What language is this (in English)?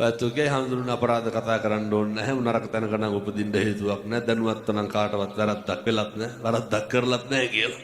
Sinhala